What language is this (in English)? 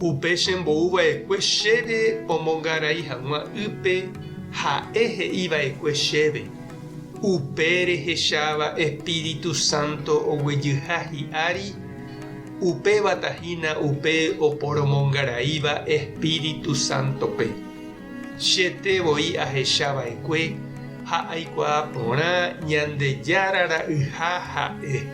Guarani